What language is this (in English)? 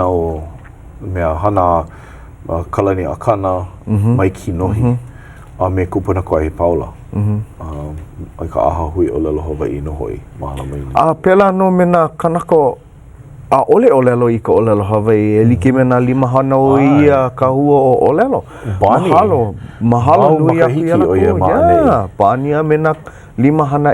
Hawaiian